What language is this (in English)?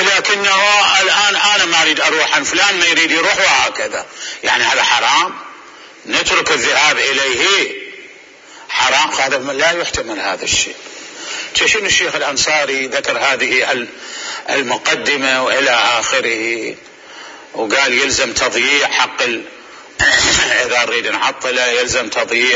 Mesopotamian Arabic